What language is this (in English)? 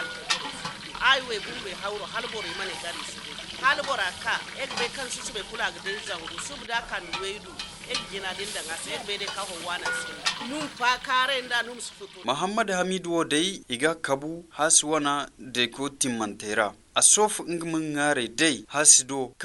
Hausa